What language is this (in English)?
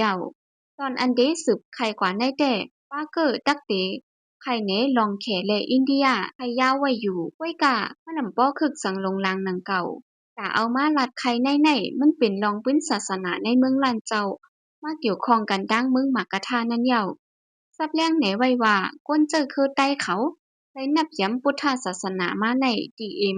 Shan